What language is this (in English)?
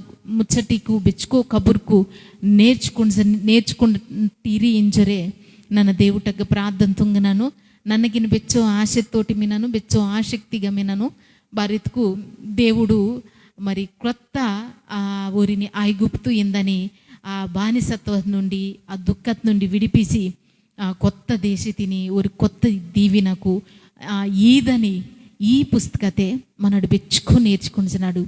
Koya